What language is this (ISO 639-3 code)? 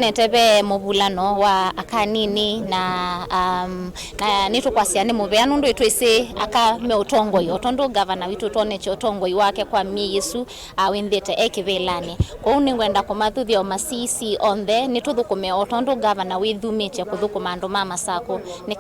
kam